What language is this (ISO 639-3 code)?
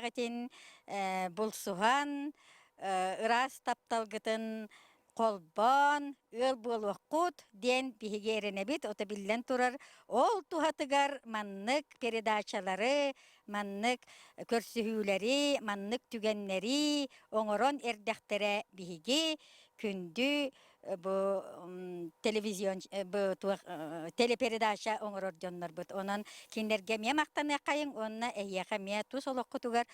sah